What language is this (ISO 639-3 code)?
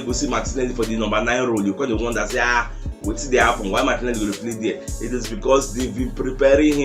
pcm